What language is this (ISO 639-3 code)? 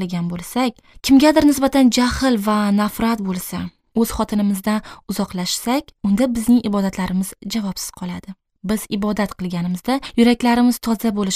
uzb